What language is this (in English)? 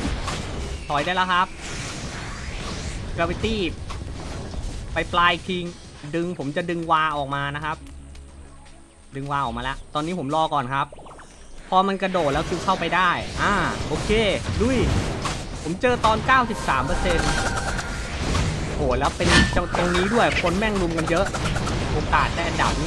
Thai